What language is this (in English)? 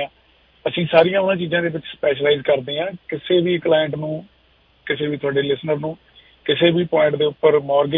Punjabi